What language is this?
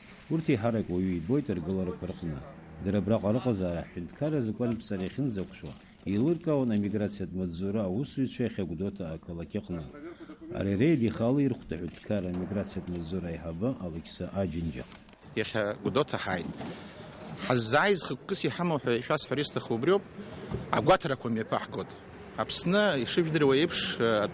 Abkhazian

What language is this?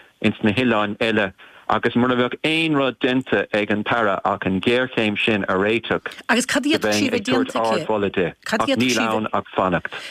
Irish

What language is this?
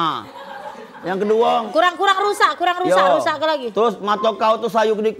Musi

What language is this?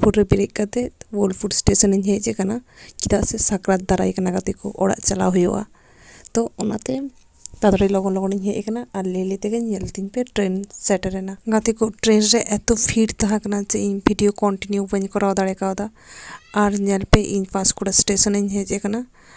Santali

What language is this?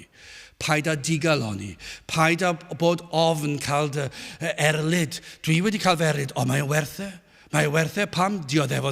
Welsh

